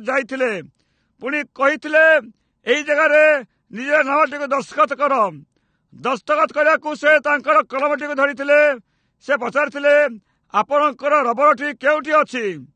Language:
Odia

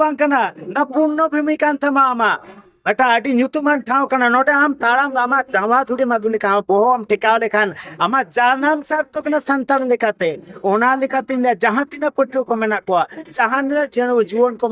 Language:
Santali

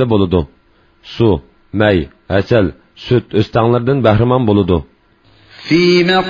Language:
Uyghur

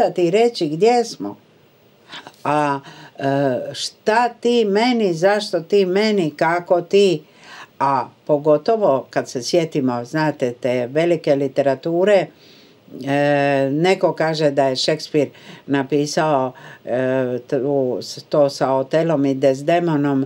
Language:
Croatian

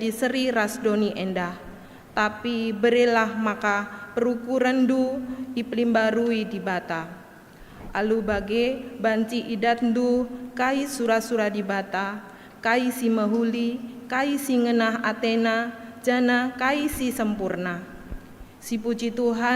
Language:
Batak Karo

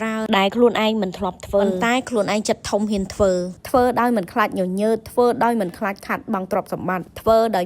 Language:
Khmer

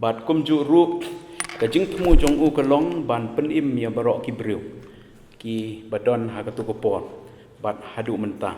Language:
Khasi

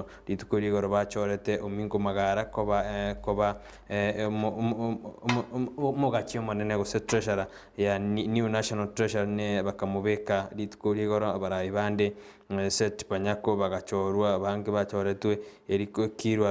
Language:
Gusii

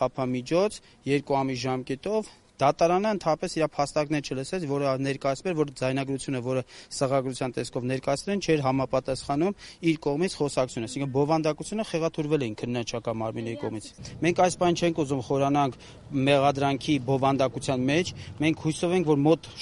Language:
Armenian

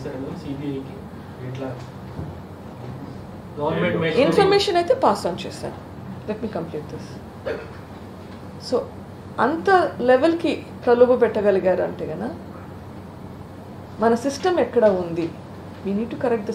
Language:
Telugu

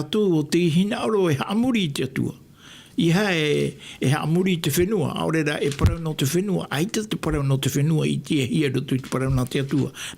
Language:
Tahitian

